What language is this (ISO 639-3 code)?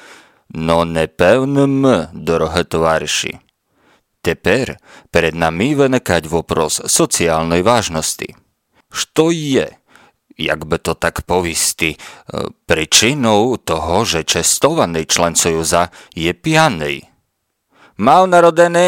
rue